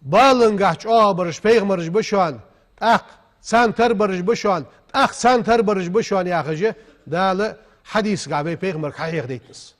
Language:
Ingush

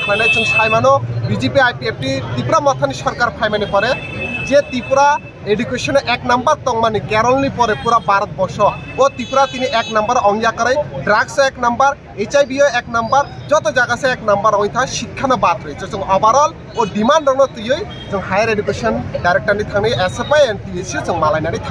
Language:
Kok Borok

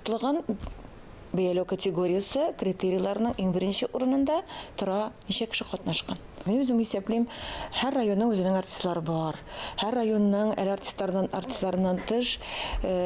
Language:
Tatar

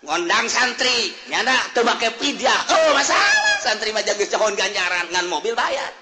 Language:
Sundanese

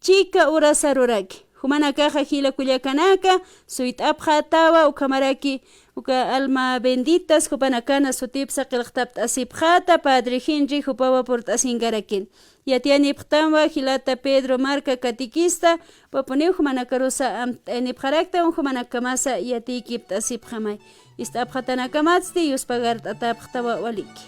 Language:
Aymara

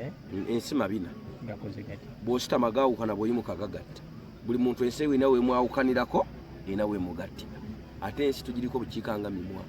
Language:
Ganda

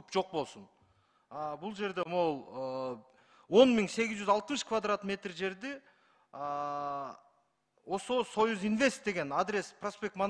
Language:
Kyrgyz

